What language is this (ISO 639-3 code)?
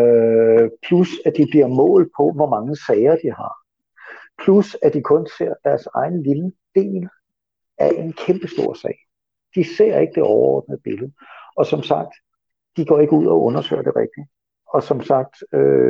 dan